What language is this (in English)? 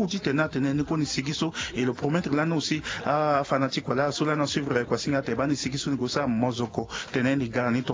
Sango